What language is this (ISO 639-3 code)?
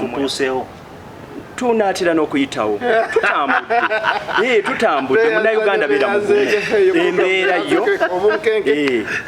lug